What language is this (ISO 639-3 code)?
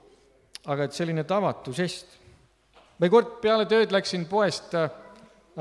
est